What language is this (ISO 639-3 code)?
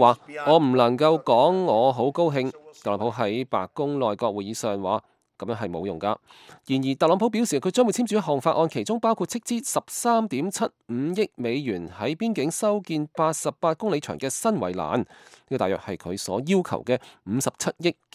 yue